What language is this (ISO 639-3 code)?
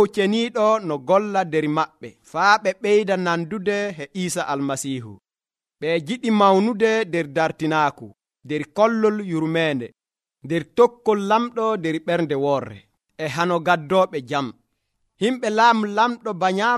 fuv